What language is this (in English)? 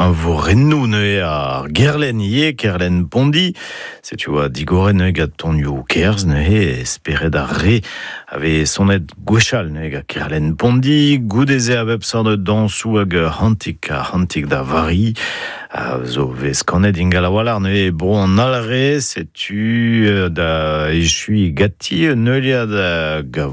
Breton